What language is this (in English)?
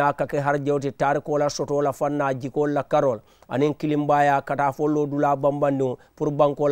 Mandingo